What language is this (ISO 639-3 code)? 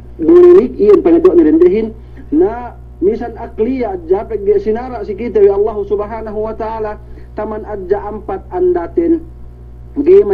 yka